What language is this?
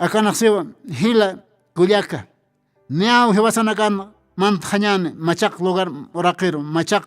Aymara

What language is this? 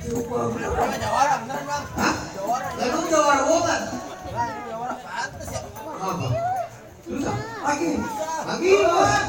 Betawi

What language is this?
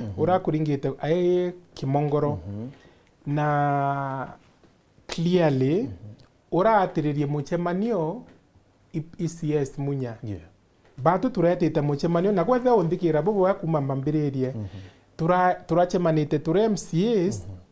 Meru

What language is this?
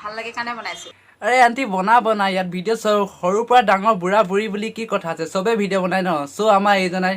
Assamese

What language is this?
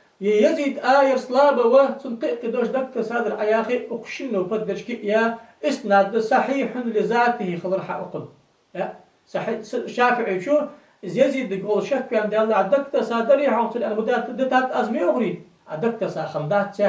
Ingush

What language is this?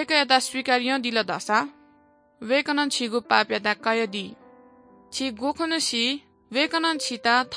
Newari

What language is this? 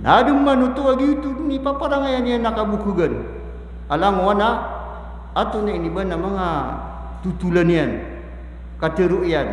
Maranao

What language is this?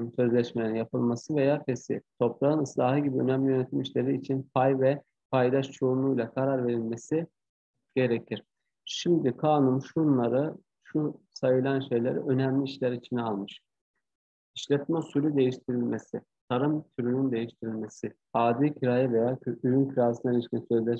Turkish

